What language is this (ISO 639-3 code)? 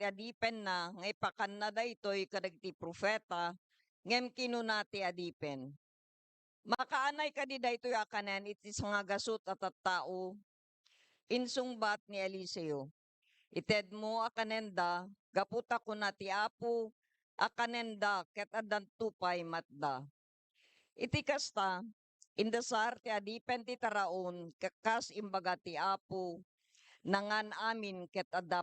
ilo